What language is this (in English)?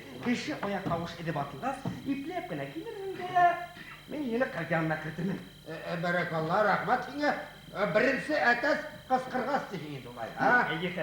Bashkir